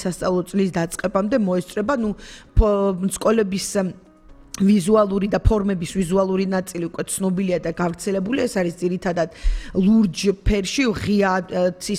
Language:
Georgian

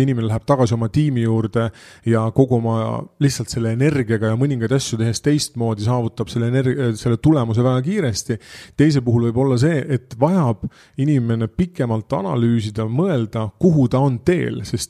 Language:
Estonian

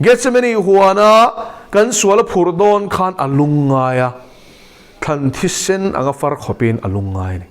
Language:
Mizo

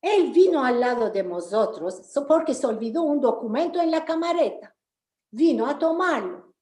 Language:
Ladino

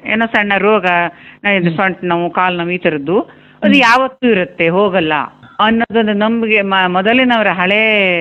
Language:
Kannada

